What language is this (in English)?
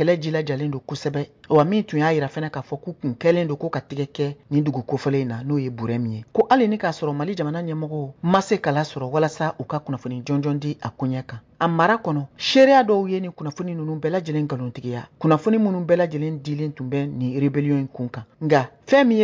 Bambara